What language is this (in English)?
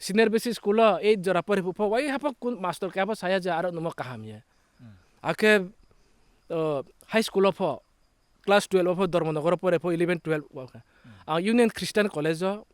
Riang (India)